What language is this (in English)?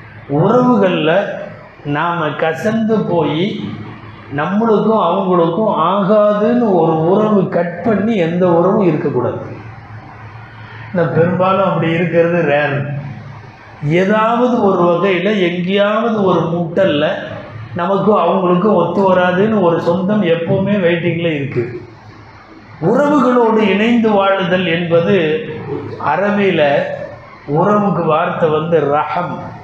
Tamil